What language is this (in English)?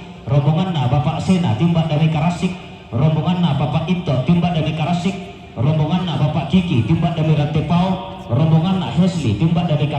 Toraja-Sa'dan